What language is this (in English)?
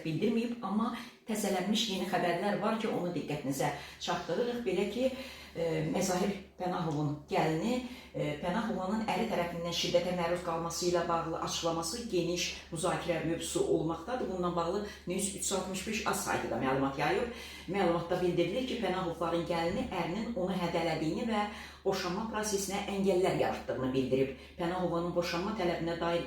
Azerbaijani